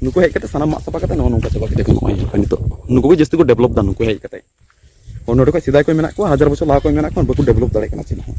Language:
Santali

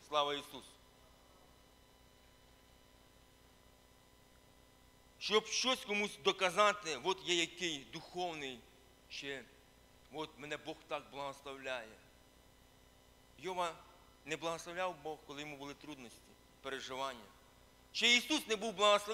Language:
Ukrainian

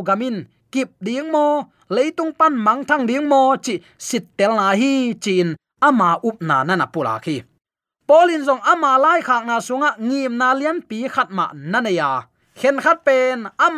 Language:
Tedim Chin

